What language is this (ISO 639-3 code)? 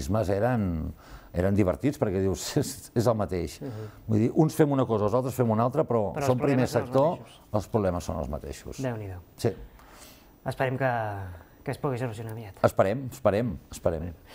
cat